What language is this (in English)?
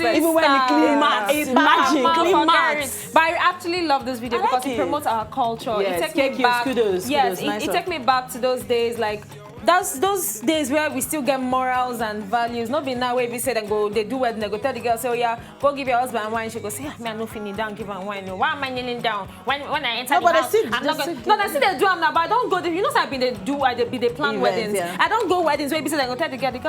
Nigerian Pidgin